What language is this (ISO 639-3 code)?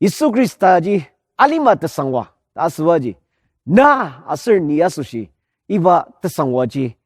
njo